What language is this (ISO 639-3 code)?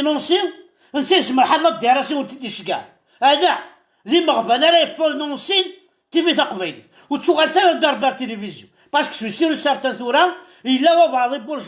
kab